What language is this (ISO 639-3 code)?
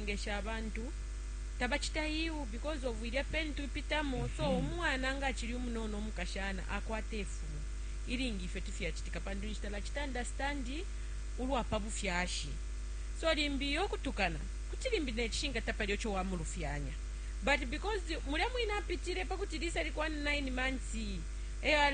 bem